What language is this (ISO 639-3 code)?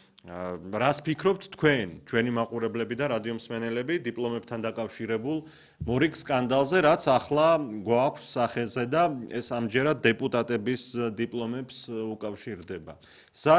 kat